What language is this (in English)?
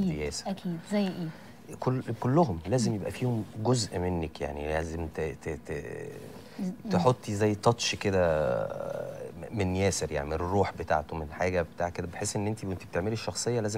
Egyptian Arabic